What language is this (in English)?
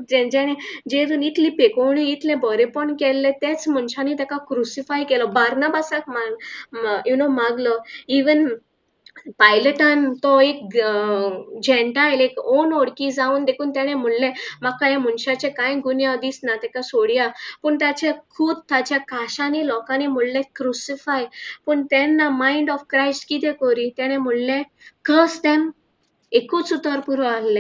Konkani